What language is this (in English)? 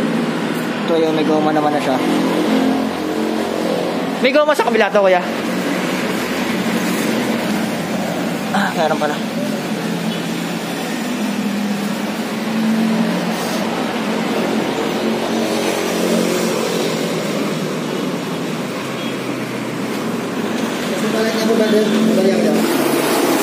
Filipino